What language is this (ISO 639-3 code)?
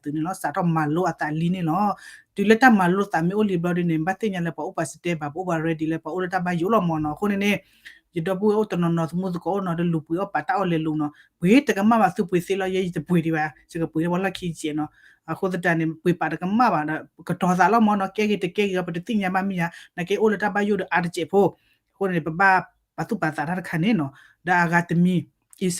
ksw